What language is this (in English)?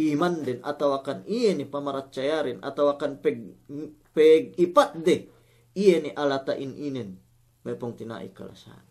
Yakan